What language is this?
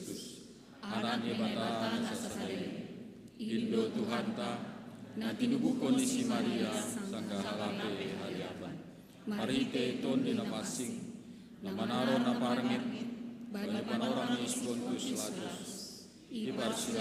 Batak Simalungun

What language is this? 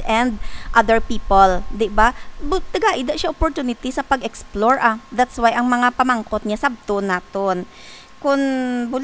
Hiligaynon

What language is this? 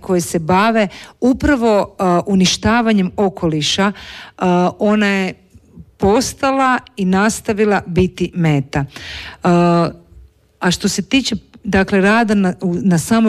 Croatian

